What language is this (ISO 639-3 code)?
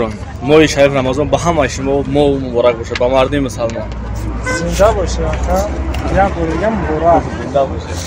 tgk